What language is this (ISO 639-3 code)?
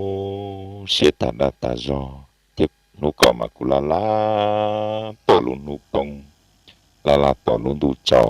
hmn